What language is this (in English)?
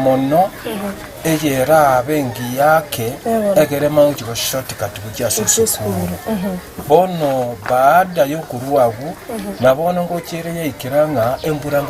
Gusii